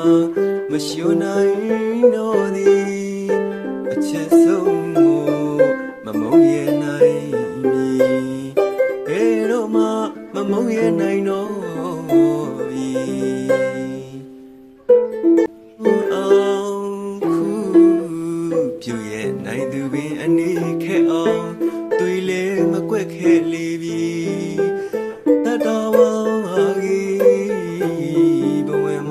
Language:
Burmese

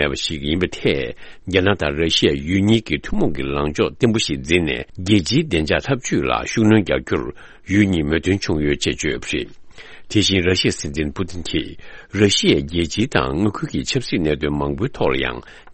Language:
Tibetan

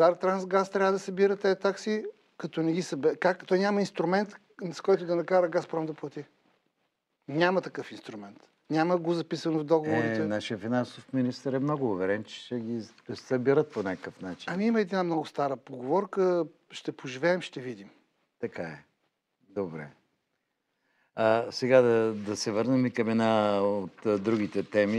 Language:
Bulgarian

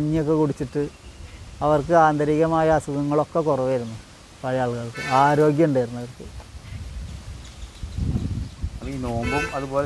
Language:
Malayalam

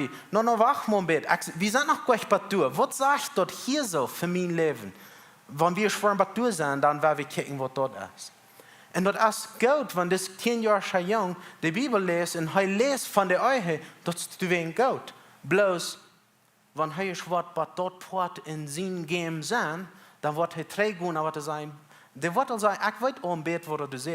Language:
Plautdietsch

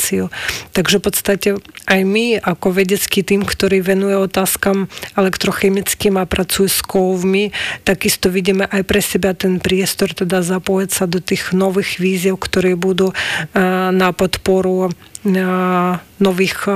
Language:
Slovak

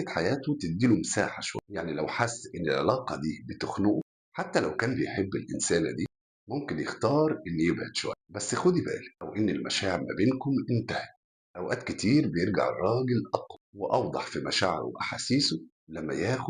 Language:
Egyptian Arabic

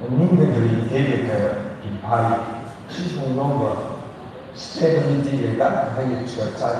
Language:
Tangkhul Naga (India)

